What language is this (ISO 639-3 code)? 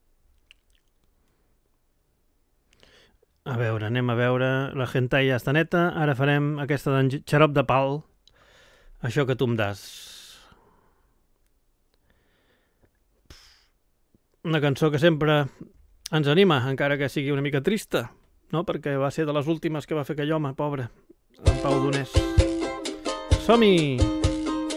cat